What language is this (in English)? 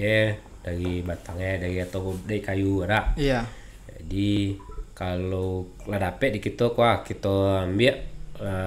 Minangkabau